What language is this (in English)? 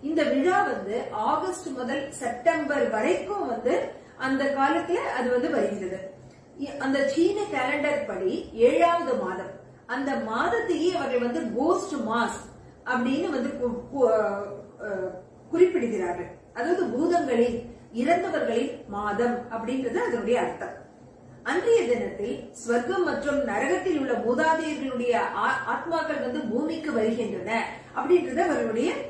Tamil